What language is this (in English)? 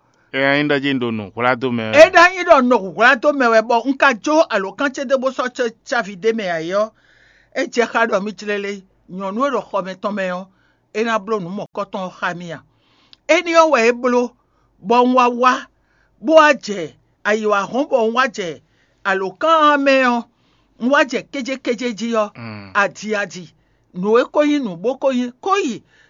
Fon